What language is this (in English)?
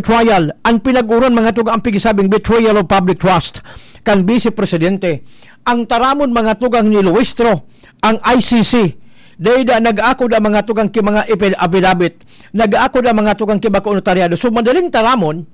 Bikol